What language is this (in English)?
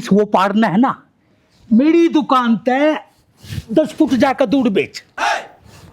Haryanvi